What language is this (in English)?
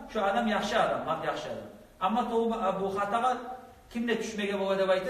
Kumyk